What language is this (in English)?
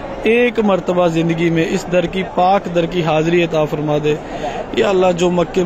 Urdu